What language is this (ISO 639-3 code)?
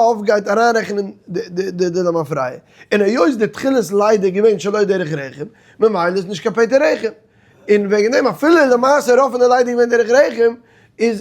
yid